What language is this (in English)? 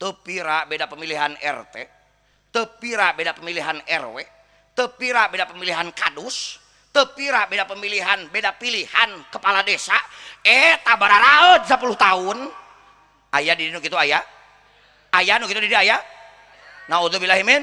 Sundanese